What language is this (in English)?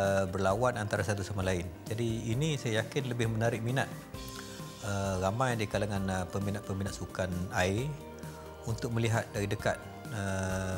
Malay